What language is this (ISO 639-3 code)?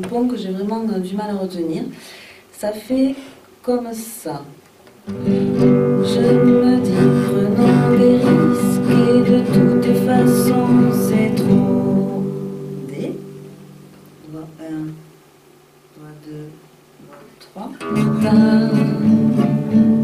fra